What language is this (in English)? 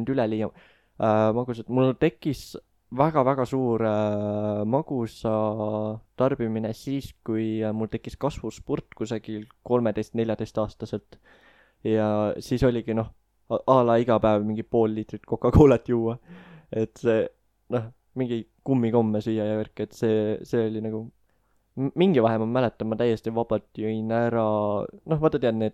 Estonian